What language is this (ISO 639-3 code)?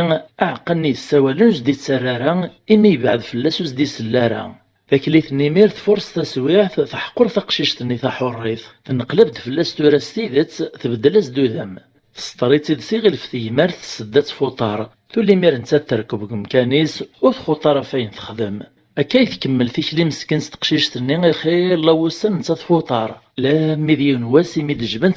kab